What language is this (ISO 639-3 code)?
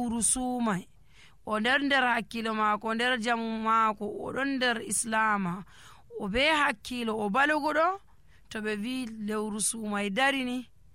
fuv